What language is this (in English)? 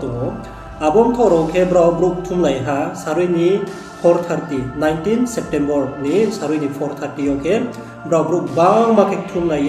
Riang (India)